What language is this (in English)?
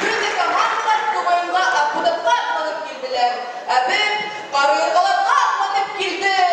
Bashkir